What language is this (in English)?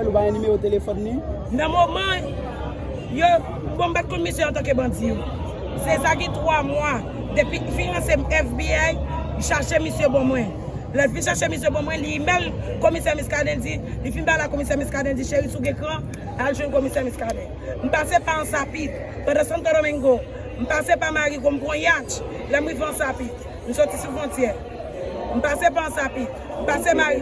Haitian Creole